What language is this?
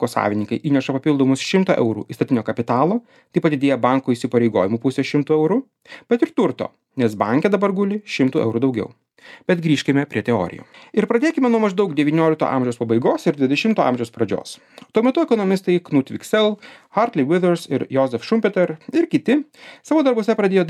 Lithuanian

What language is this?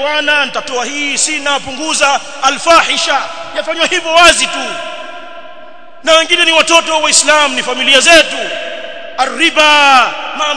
Swahili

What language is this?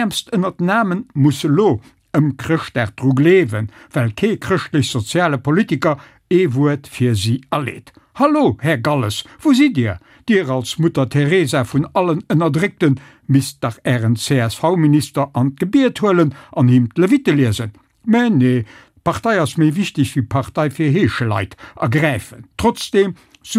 Luxembourgish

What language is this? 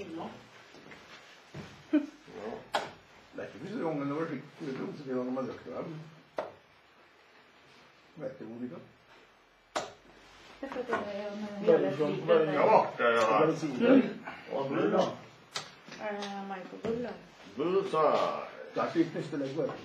Norwegian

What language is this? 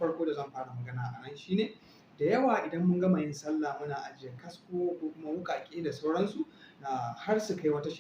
Hausa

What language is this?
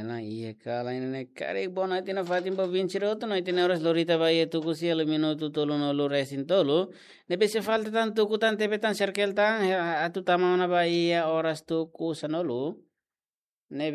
Tetum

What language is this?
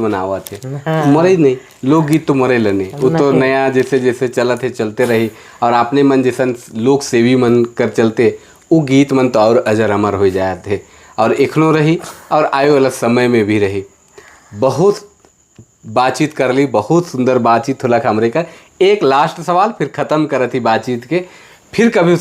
Sadri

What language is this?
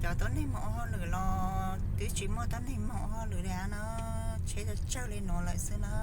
Hmong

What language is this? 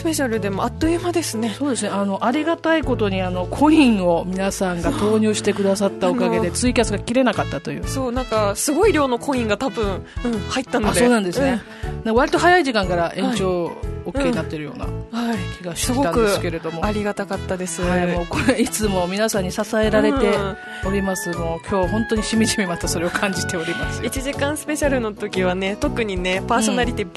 Japanese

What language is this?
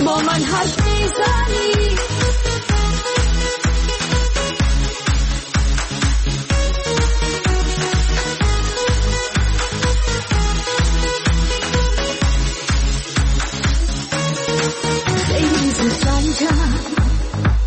Persian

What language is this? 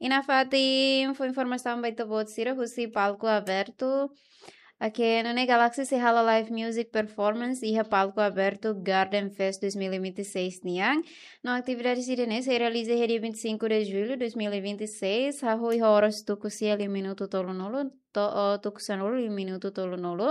Tetum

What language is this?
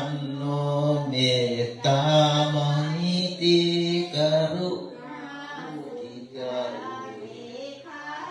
Pali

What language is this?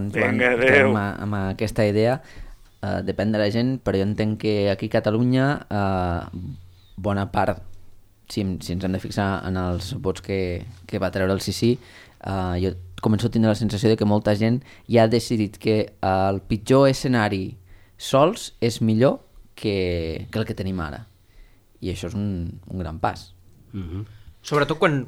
Catalan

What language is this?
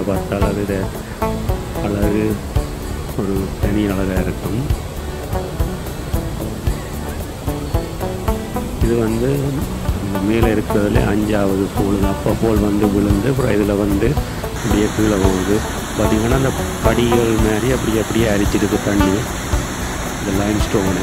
Tamil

